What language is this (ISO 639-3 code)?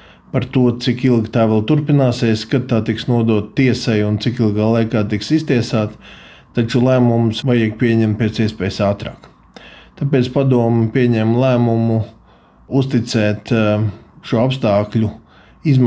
lav